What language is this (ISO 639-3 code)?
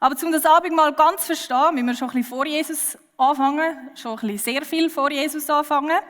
gsw